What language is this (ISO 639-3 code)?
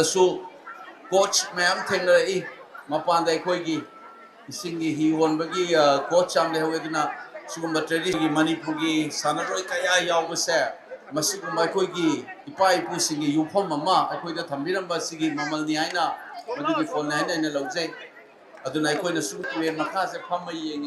mni